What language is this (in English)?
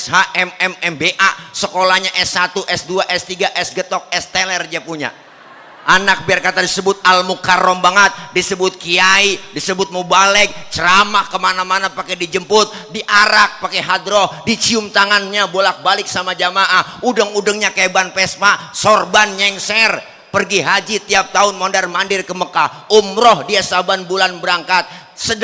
Betawi